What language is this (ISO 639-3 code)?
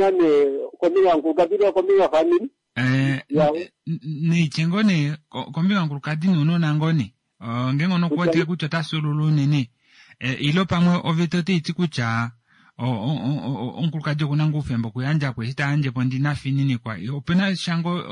kua